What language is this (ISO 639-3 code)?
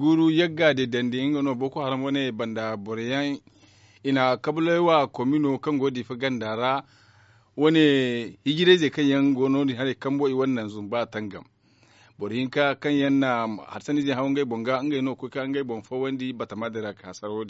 dje